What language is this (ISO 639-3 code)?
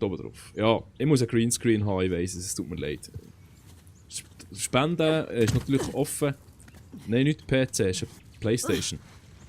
gsw